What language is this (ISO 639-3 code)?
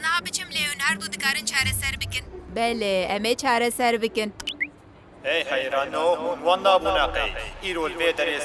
kur